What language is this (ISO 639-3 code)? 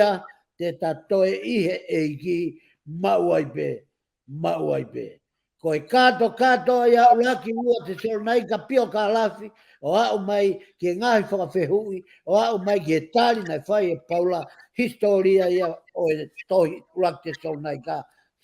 ton